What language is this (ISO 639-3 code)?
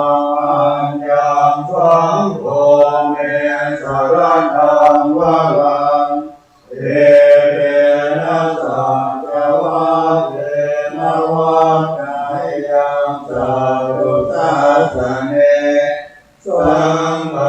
pli